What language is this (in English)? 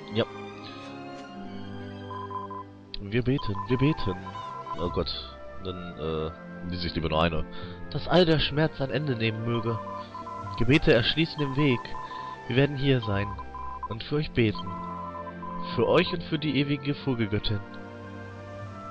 German